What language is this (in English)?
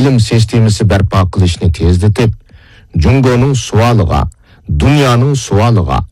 Uyghur